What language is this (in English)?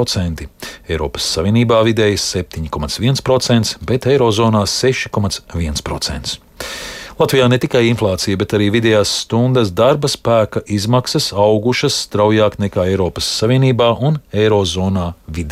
Latvian